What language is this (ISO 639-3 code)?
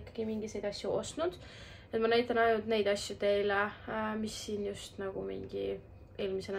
est